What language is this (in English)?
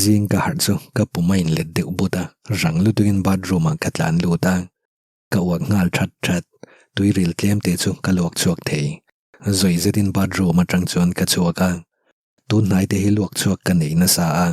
Mizo